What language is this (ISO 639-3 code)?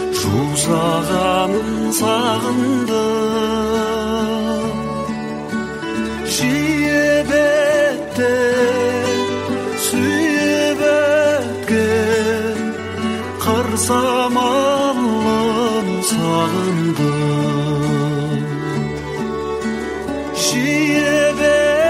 kaz